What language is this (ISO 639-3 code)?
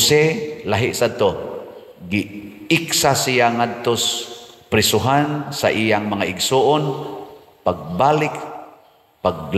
ceb